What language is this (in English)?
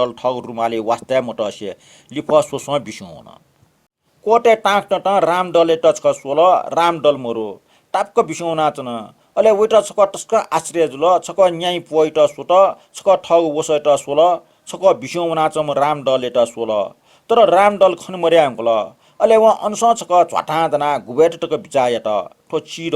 Newari